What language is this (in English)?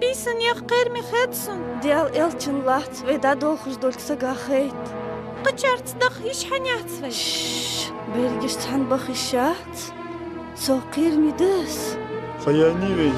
Ingush